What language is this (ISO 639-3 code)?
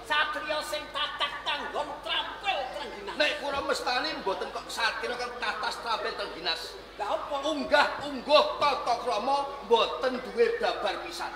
jav